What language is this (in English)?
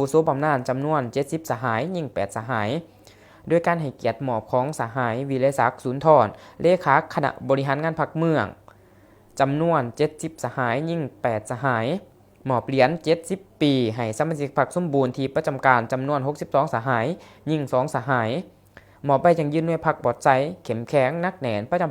Lao